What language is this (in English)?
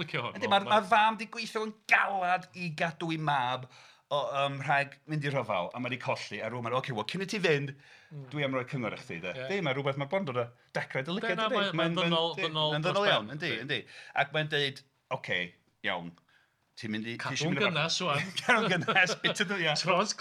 Welsh